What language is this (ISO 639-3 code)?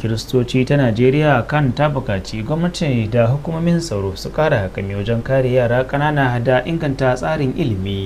hau